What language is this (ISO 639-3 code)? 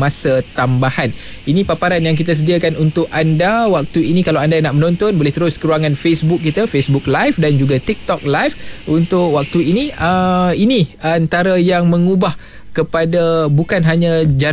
msa